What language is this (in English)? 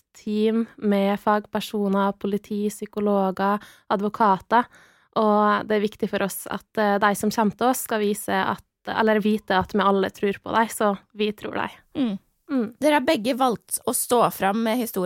Norwegian